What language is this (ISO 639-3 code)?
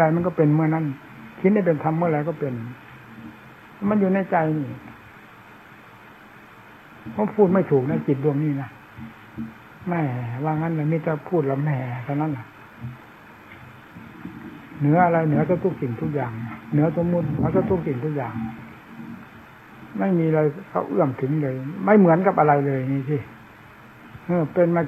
tha